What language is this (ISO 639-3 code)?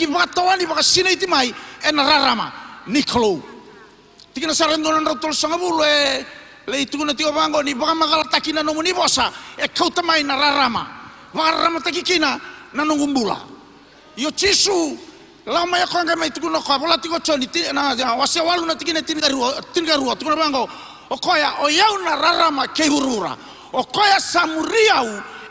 fij